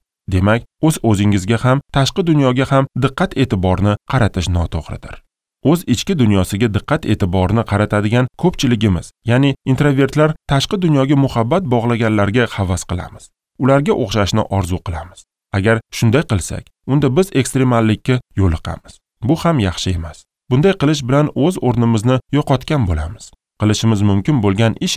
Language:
Uzbek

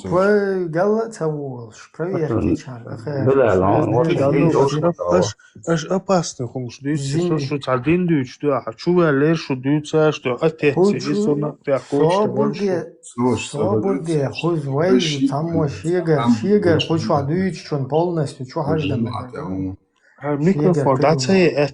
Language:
Chechen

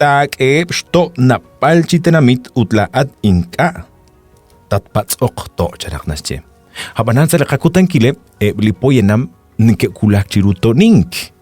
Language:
Kekchí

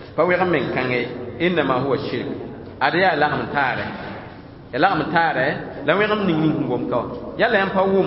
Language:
Mossi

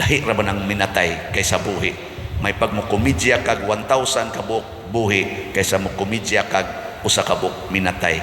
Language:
Cebuano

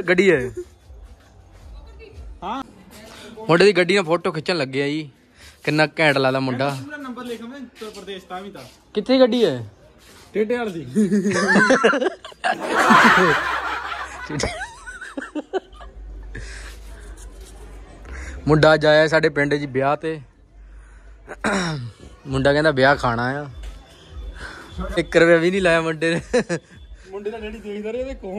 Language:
Punjabi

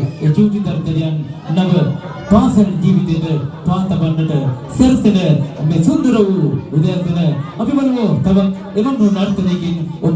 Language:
Sinhala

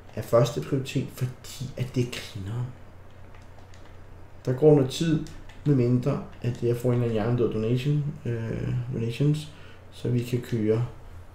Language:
Danish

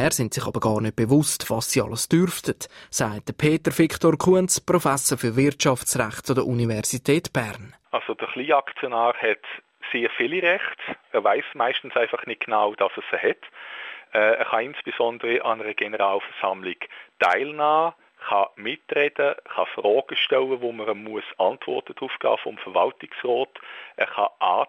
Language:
German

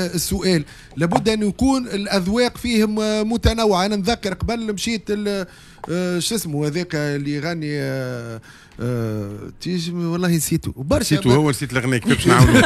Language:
Tunisian Arabic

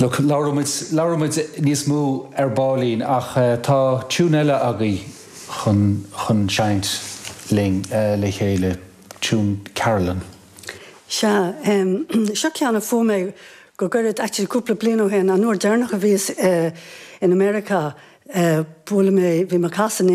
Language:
Irish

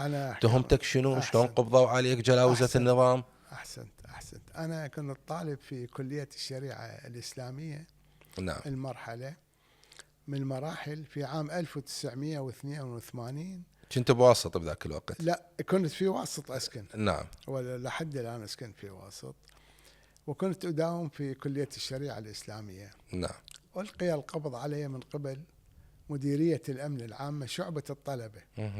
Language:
Mesopotamian Arabic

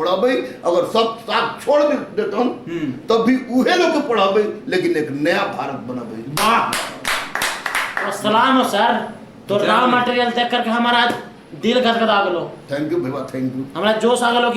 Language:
Magahi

